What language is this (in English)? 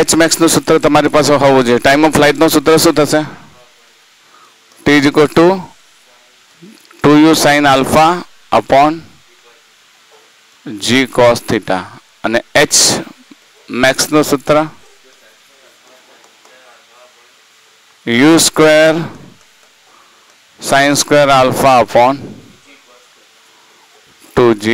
Gujarati